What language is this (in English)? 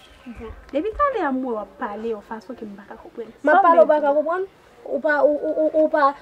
Haitian Creole